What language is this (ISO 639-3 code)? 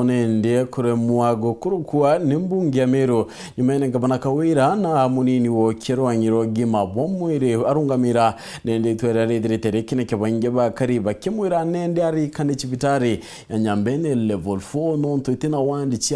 mer